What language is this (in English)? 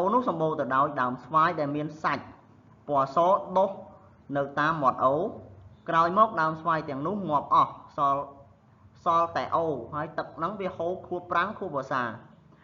Khmer